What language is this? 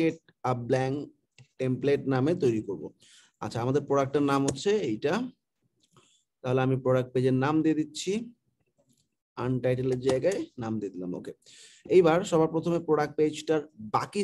Bangla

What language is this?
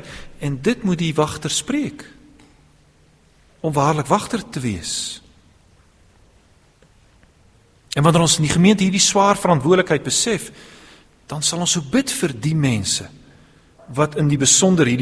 Afrikaans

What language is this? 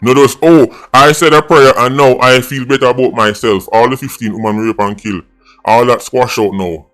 Jamaican Creole English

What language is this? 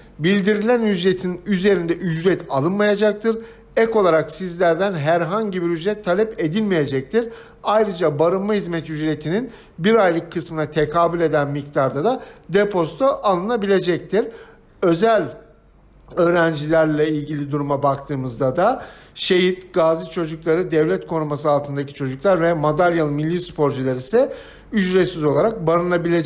Turkish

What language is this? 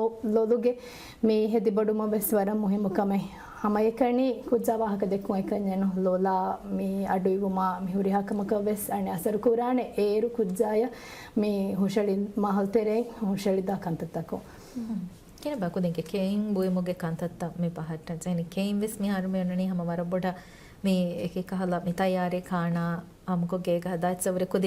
Divehi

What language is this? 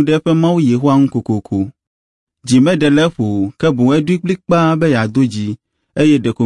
Ewe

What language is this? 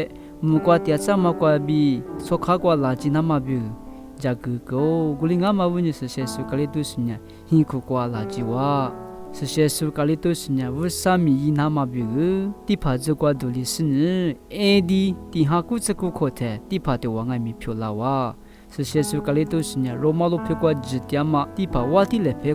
Lisu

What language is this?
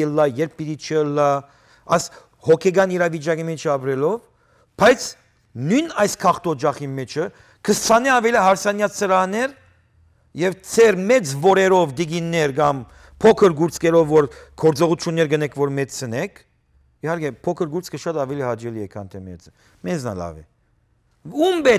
Western Armenian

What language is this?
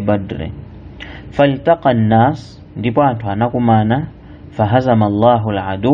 Nyanja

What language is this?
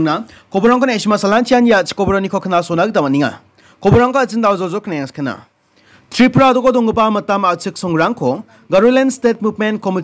Garo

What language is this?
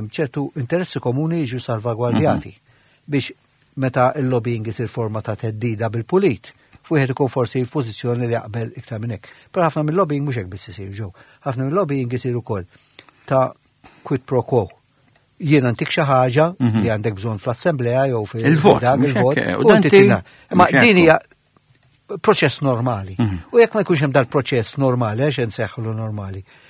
Maltese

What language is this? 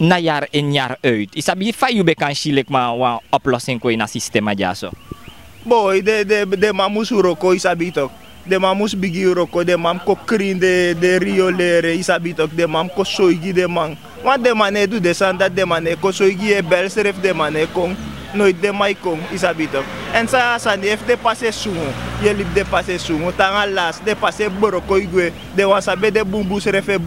Sranan Tongo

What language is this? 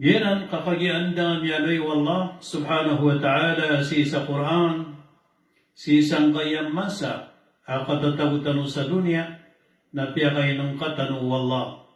Maranao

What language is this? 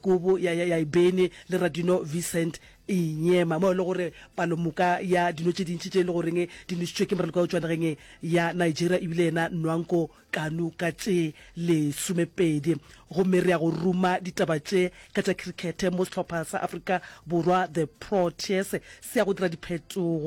Northern Sotho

